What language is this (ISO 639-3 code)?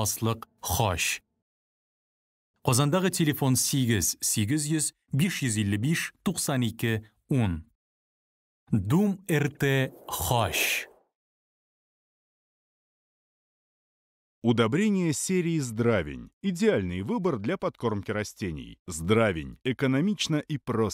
tat